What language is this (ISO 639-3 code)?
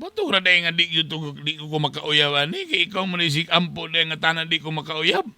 ceb